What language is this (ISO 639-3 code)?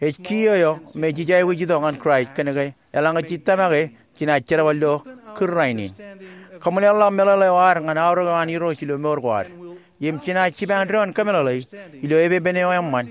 mah